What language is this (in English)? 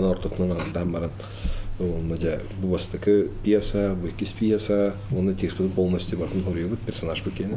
Yakut